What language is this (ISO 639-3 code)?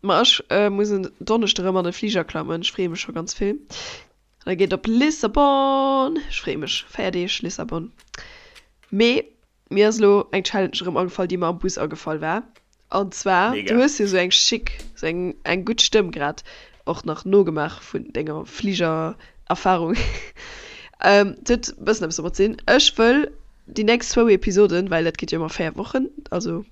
ltz